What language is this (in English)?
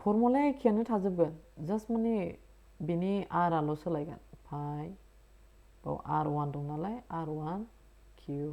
Bodo